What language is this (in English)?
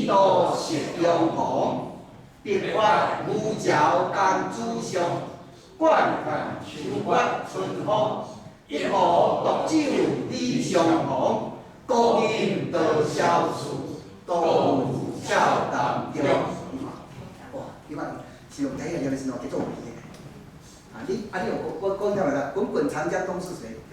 Min Nan Chinese